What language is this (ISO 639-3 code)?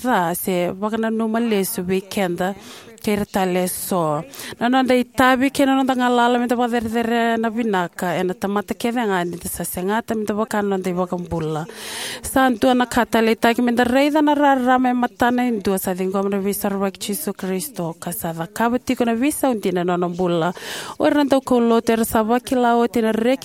fij